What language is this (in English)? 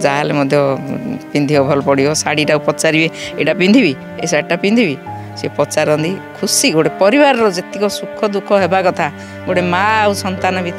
Odia